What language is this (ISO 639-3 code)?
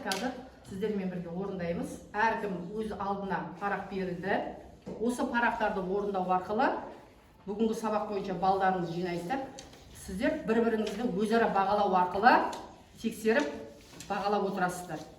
kaz